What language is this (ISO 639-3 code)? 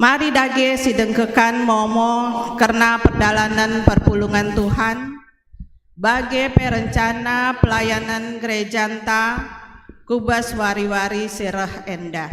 btx